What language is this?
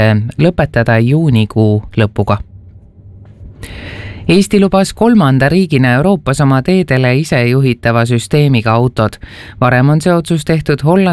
Estonian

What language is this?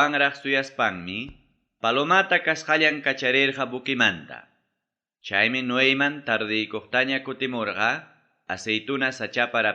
Ayacucho Quechua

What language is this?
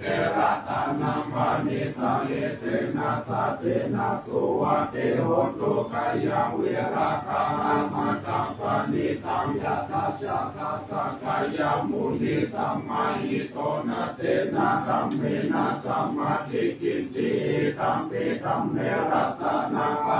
Pali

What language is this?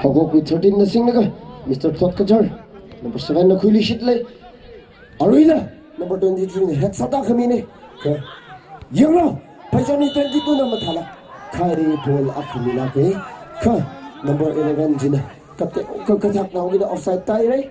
Tangkhul Naga (India)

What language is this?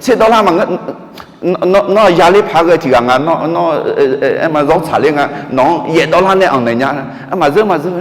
Akha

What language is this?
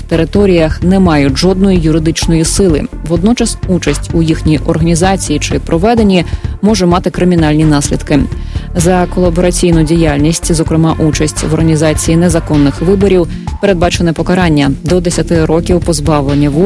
Ukrainian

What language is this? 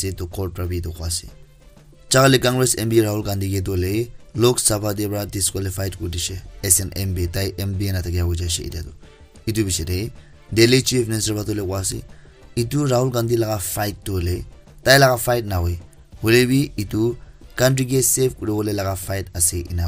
Naga Pidgin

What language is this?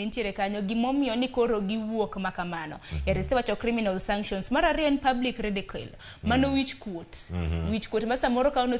Luo (Kenya and Tanzania)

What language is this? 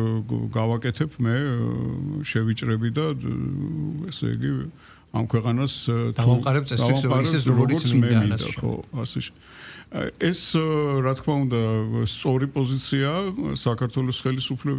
Georgian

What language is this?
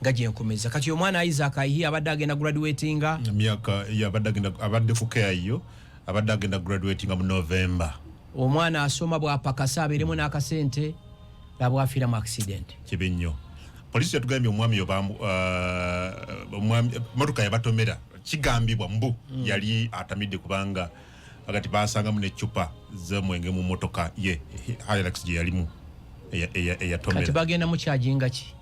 Ganda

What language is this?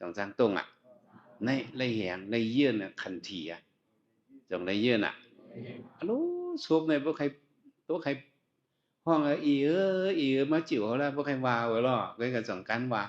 Shan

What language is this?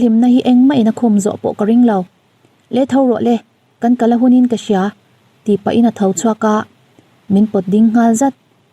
Mizo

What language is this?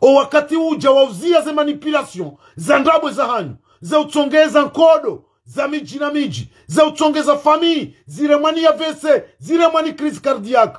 Ngazidja Comorian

